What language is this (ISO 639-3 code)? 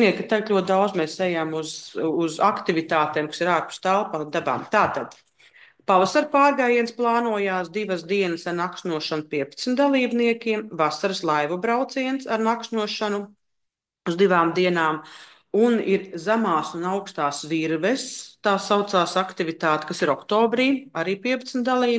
lav